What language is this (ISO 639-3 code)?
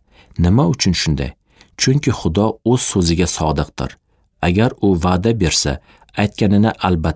uzb